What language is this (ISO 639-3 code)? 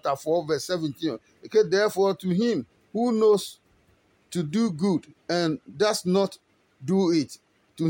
ada